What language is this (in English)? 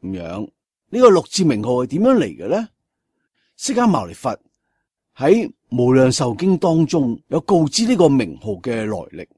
Cantonese